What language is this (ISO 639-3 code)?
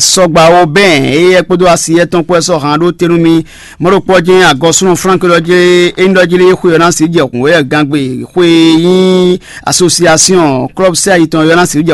fon